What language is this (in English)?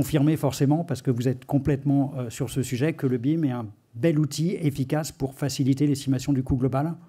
French